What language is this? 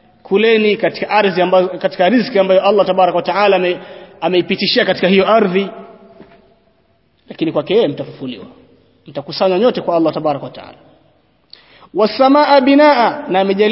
Swahili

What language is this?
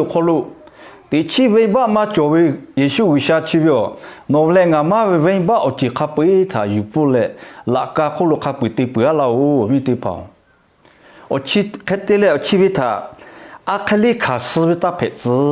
Lahu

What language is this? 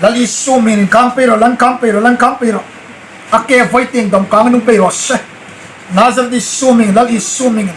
Hmar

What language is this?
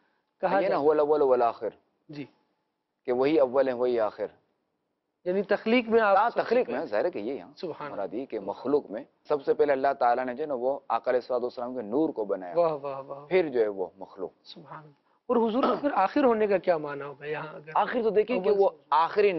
Urdu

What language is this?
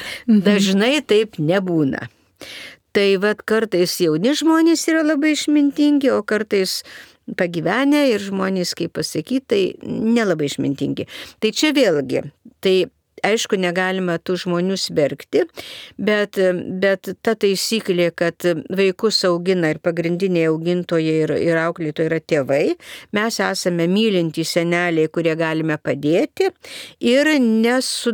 Lithuanian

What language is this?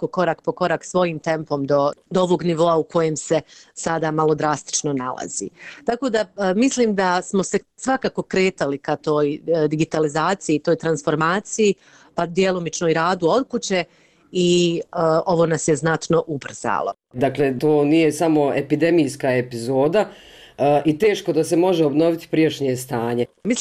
Bosnian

